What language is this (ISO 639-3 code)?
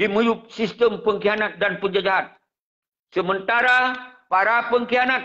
ace